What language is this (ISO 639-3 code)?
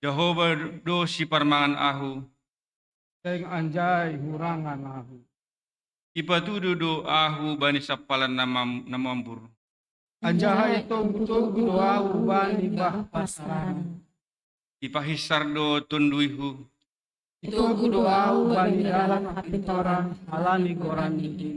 bts